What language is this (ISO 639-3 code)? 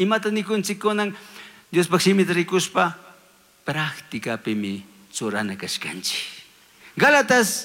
qug